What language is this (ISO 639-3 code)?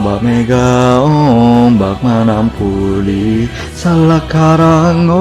bjn